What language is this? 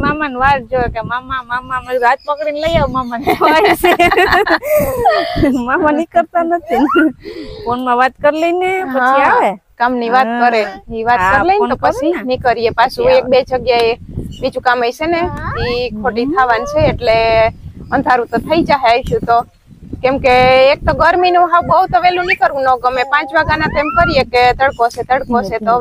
Gujarati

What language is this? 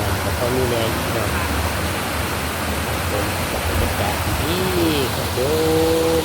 Northeastern Thai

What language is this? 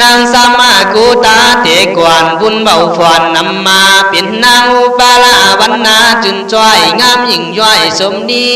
Khün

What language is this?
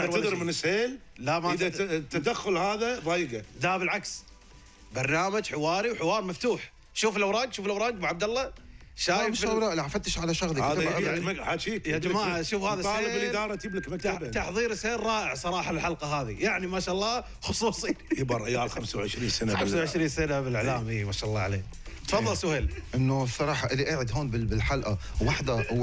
Gulf Arabic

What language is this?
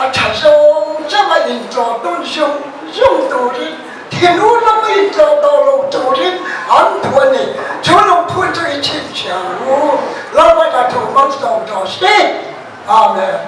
Mizo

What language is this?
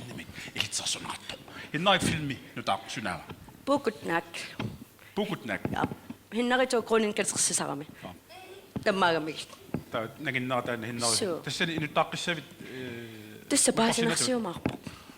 Kalaallisut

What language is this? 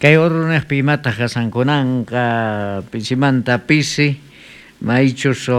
South Bolivian Quechua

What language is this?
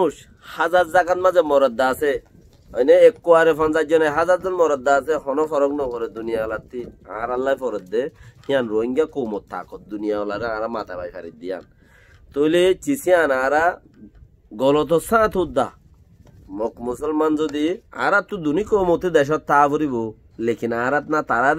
Rohingya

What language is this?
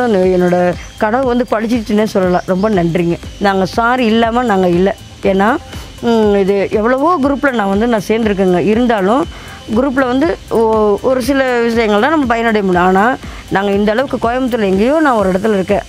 Tamil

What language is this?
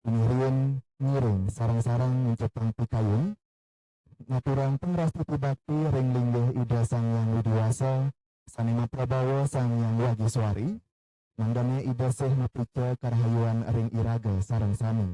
Balinese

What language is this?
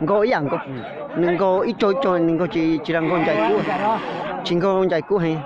Hmong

